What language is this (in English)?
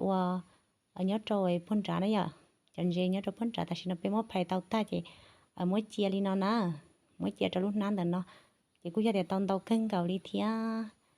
Hmong